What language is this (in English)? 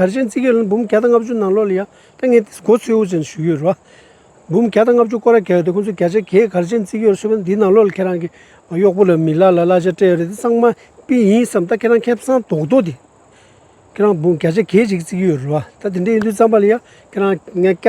Tibetan